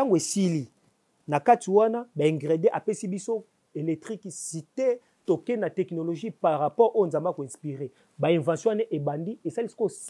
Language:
Lingala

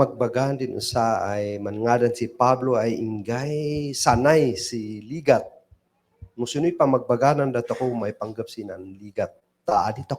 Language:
Kankanaey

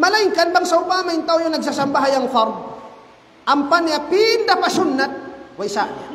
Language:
Tausug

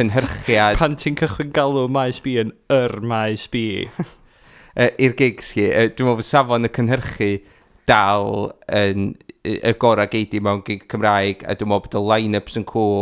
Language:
Welsh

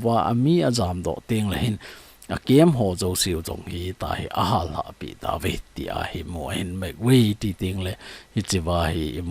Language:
Thado Chin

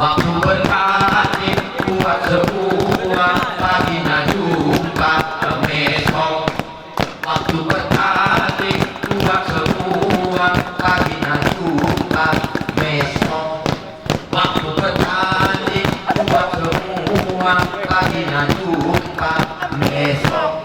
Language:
Gayo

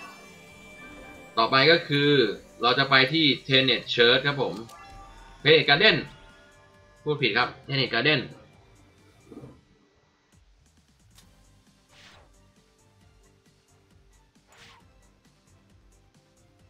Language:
Thai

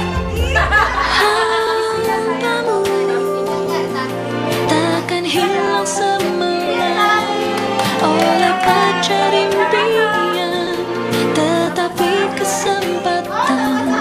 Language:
Indonesian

